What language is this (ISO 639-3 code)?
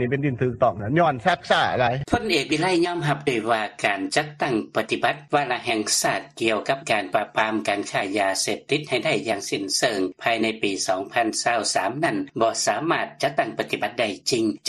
lao